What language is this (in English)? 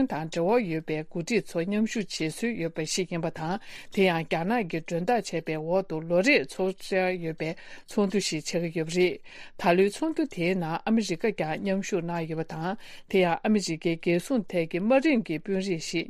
Tibetan